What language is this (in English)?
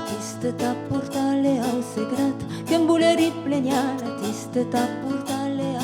Occitan